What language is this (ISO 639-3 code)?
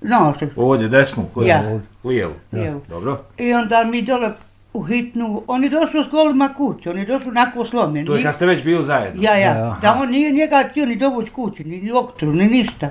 bos